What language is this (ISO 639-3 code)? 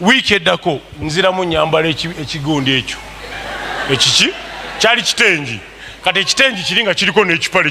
lug